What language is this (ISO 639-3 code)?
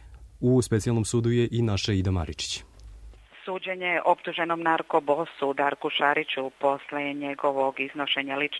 srp